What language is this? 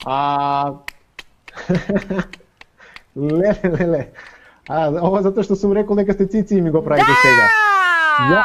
Macedonian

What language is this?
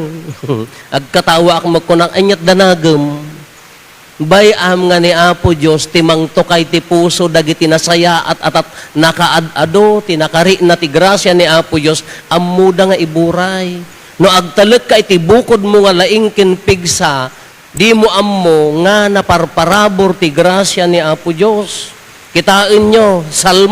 Iloko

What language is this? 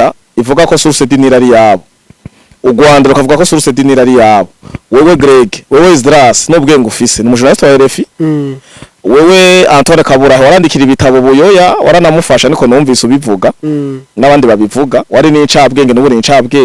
Rundi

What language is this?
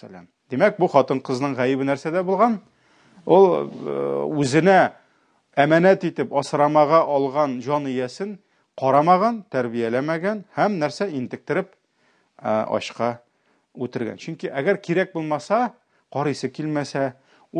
Tatar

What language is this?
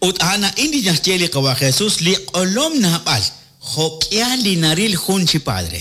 Kekchí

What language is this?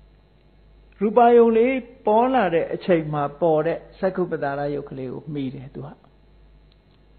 Burmese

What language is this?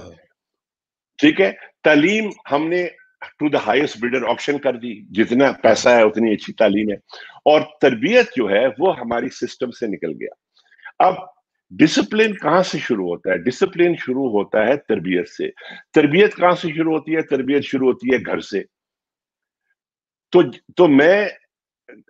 Urdu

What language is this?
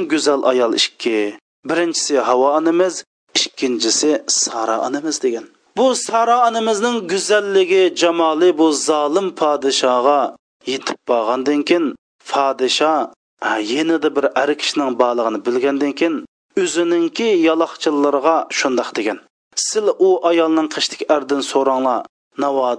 Uyghur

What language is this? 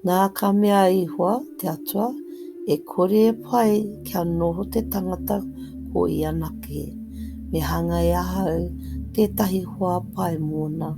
Māori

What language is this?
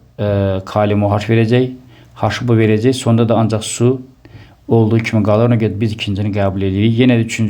Azerbaijani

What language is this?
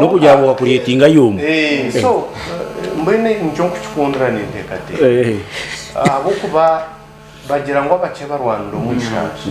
Nyankole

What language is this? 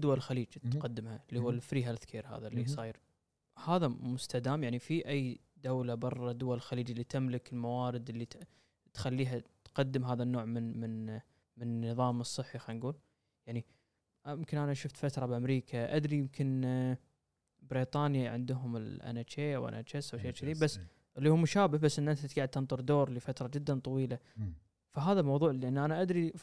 Gulf Arabic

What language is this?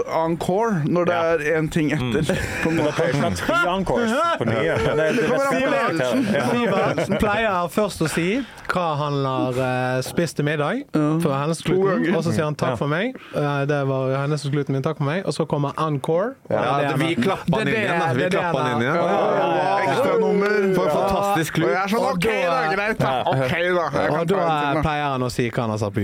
Norwegian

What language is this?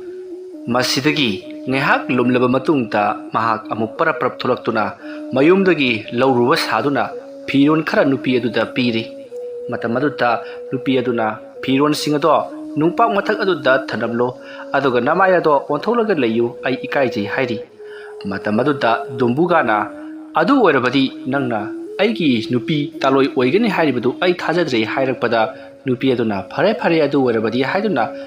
Manipuri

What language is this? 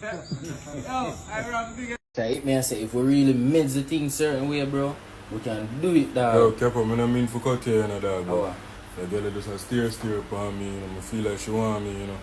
Jamaican Creole English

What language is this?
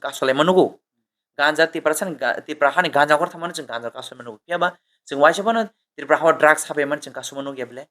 Kok Borok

